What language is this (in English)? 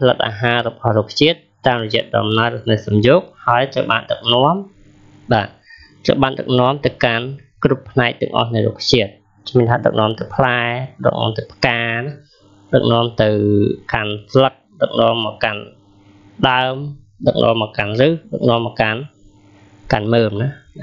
Khmer